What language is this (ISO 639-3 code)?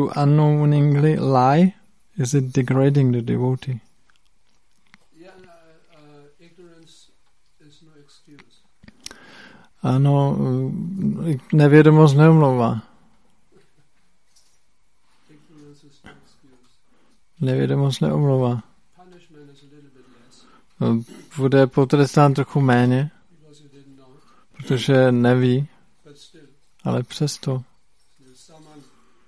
ces